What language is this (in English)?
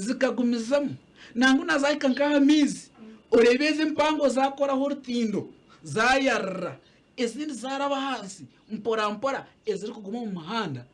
Nyankole